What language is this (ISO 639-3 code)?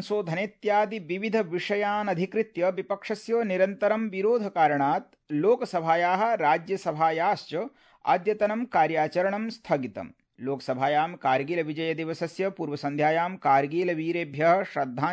san